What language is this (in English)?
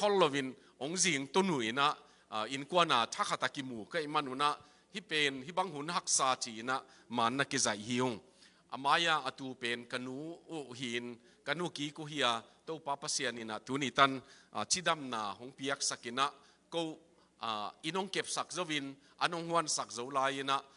Tedim Chin